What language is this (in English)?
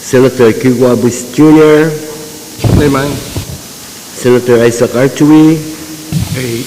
Pohnpeian